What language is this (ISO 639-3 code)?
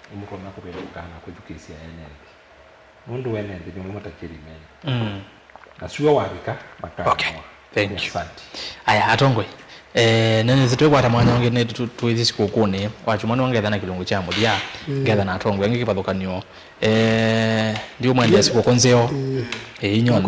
kam